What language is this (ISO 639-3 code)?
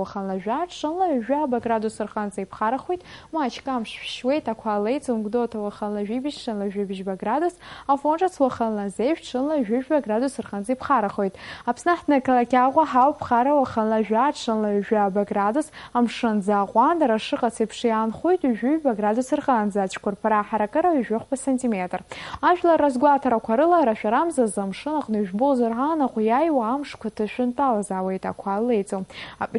abk